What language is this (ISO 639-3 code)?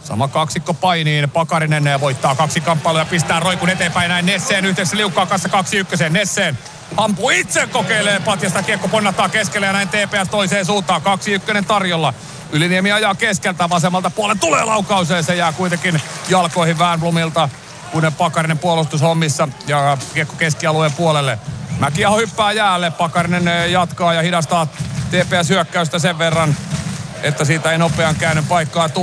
fin